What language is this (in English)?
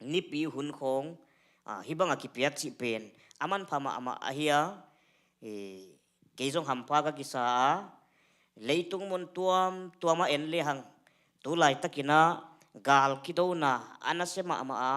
Tedim Chin